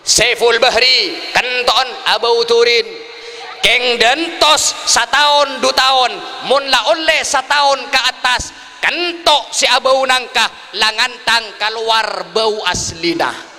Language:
Madurese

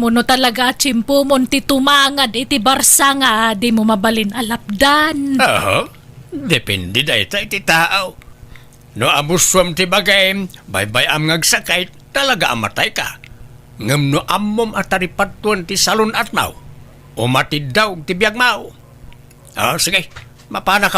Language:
Iloko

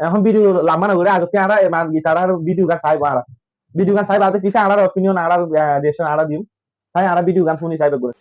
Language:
Rohingya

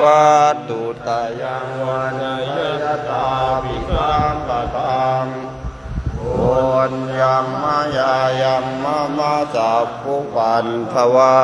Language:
Pali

